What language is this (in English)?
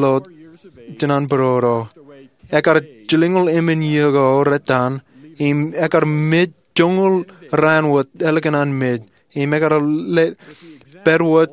Marshallese